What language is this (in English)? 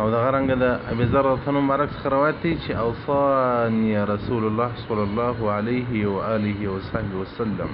Pashto